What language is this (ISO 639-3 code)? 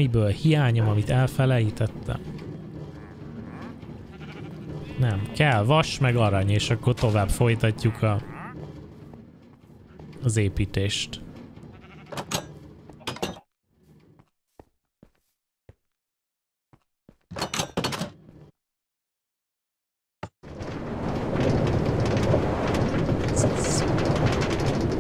hun